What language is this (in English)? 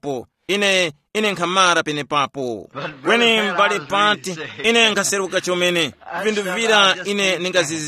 Tumbuka